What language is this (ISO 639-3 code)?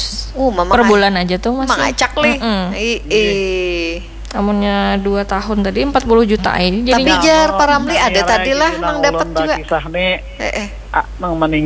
bjn